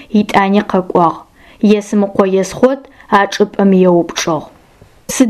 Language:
Adyghe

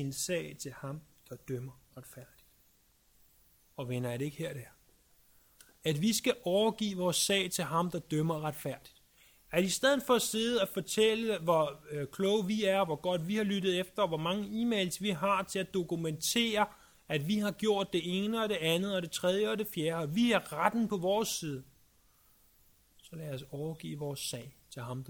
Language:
Danish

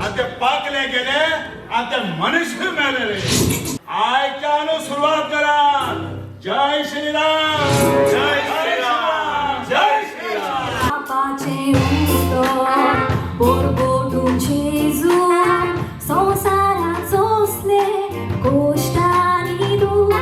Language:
Konkani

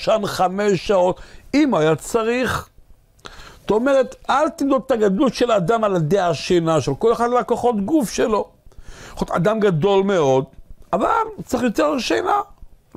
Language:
Hebrew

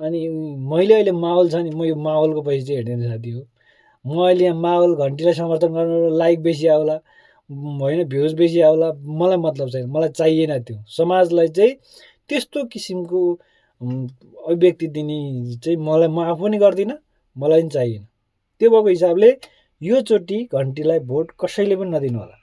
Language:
Nepali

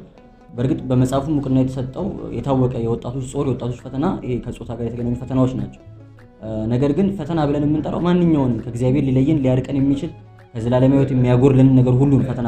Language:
Amharic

